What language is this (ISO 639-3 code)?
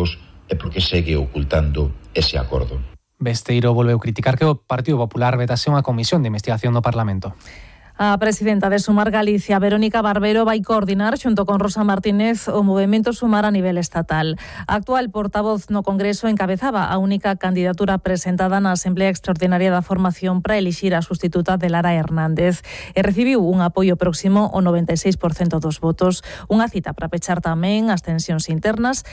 glg